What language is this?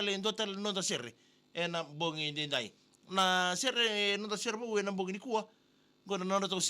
Fijian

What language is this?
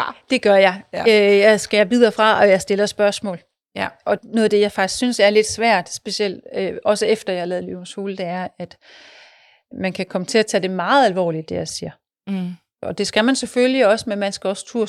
Danish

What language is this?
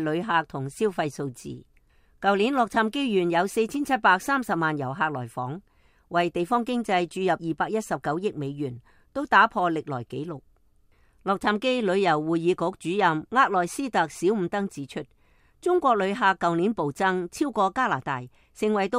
Cantonese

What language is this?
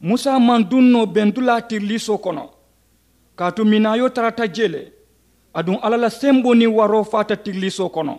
Mandingo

